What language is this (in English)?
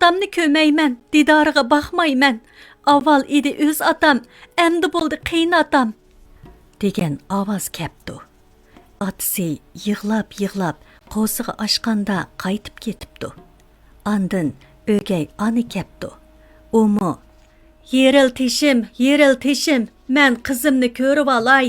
Uyghur